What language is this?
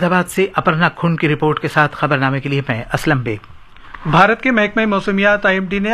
Urdu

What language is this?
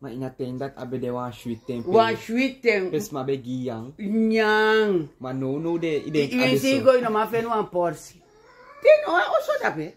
Sranan Tongo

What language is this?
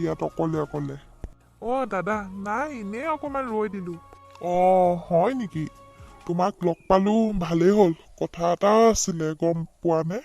Assamese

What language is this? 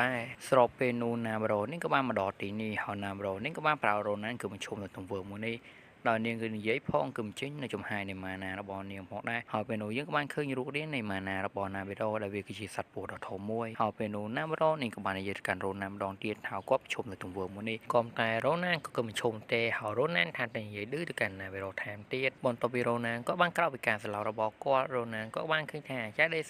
Khmer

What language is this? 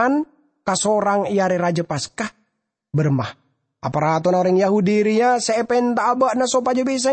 Madurese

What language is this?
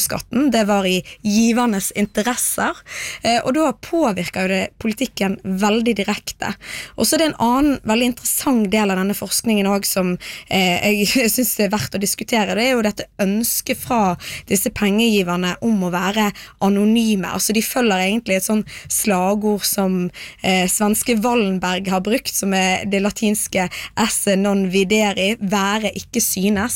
Norwegian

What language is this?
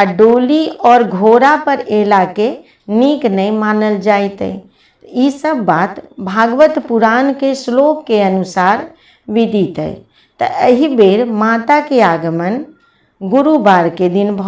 Maithili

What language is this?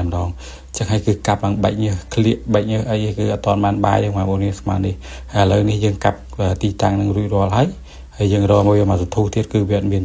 Khmer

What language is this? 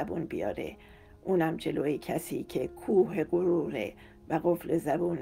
Persian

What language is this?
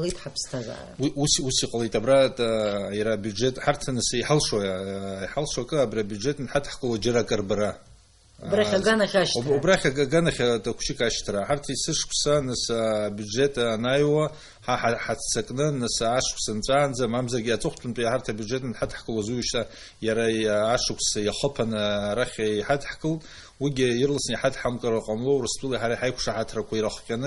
Abkhazian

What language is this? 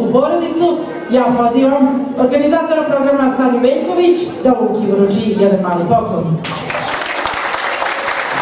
Serbian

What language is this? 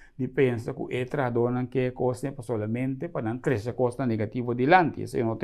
Papiamento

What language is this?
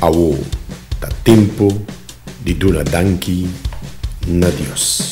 Papiamento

